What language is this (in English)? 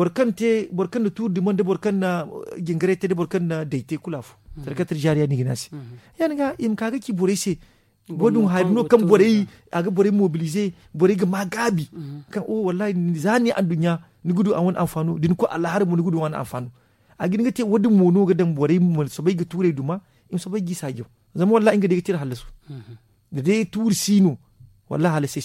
Zarma